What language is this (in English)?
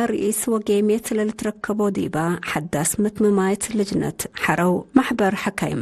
Tigre